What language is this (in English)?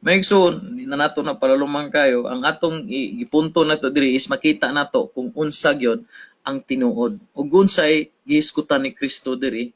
Cebuano